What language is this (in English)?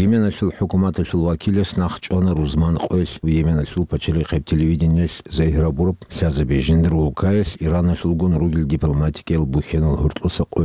Avaric